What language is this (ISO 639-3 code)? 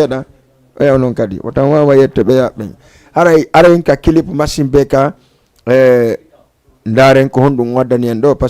ful